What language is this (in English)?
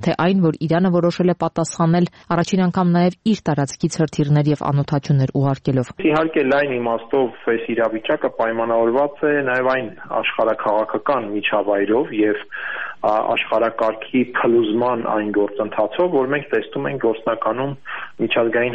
Armenian